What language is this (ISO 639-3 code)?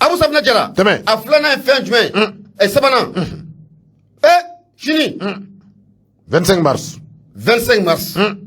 bam